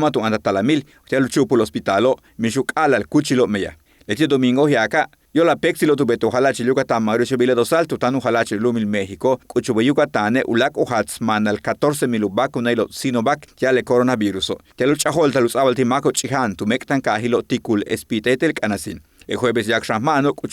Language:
Yucateco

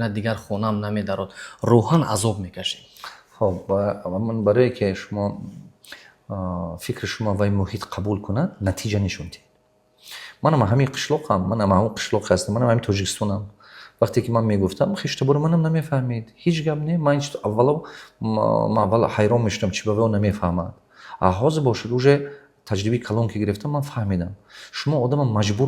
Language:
Tajik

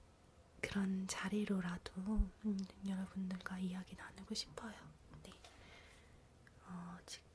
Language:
Korean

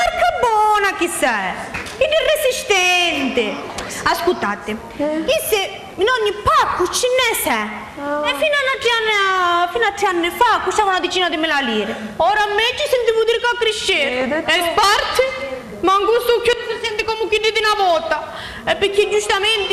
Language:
Sicilian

